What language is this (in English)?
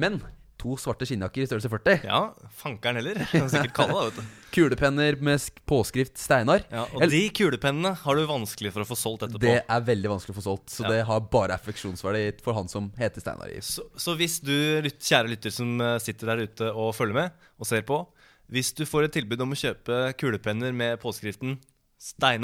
Norwegian